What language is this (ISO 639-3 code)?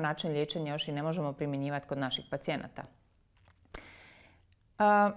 hrv